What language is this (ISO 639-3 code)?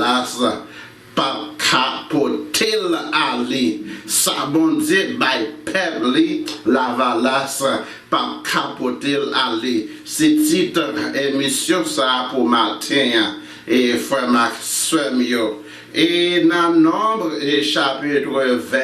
hat